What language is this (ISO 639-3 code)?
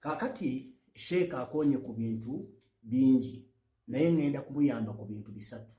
lug